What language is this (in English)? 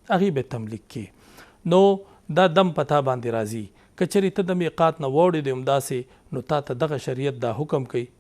Pashto